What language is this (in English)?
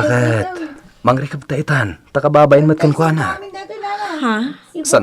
Iloko